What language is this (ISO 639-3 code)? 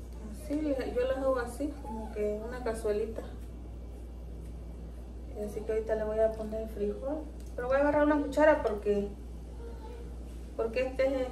spa